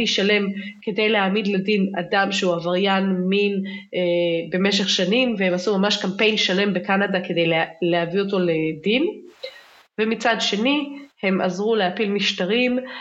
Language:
Hebrew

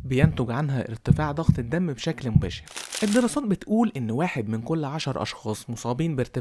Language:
Egyptian Arabic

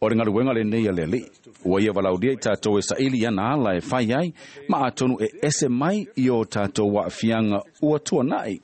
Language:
Samoan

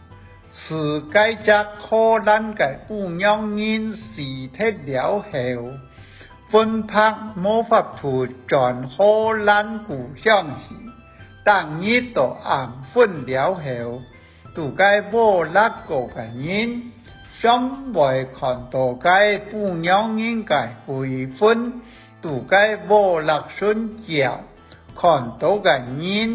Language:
Hakka Chinese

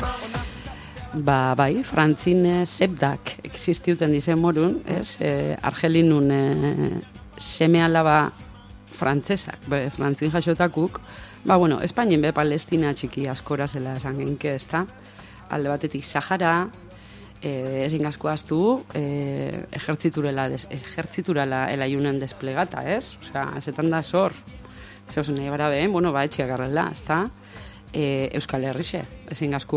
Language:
Basque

